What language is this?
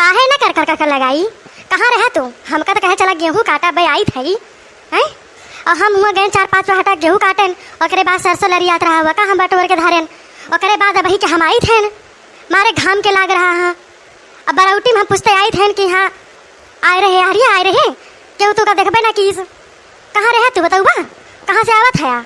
Awadhi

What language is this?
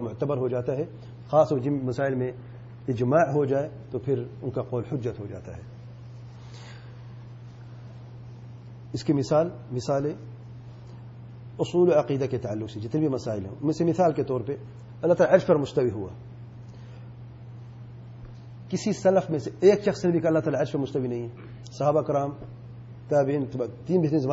Urdu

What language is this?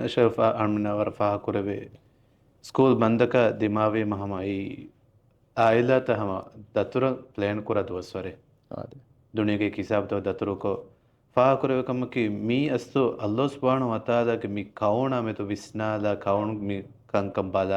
Divehi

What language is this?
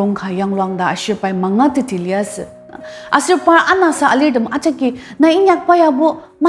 Ao Naga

